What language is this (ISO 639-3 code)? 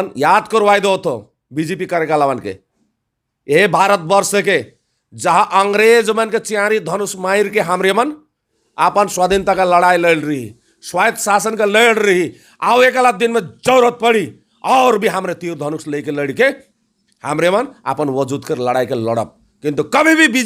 sck